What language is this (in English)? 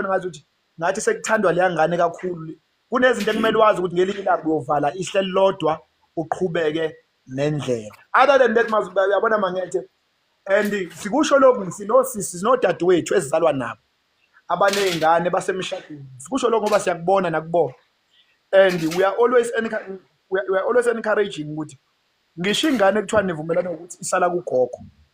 Zulu